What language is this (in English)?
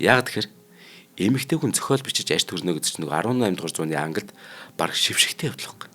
Mongolian